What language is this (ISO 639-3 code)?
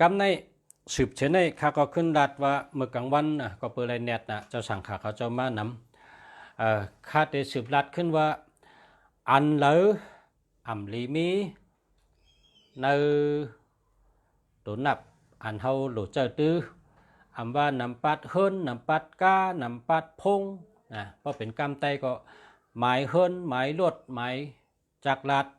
shn